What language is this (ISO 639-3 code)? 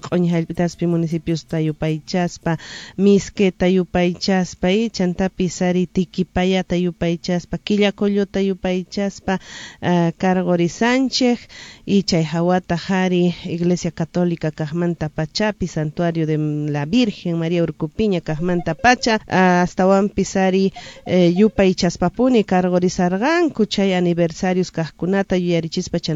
que